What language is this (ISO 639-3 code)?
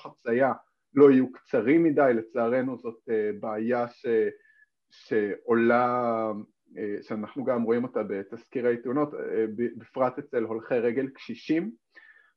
heb